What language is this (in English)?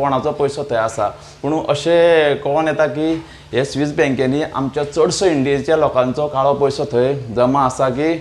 Konkani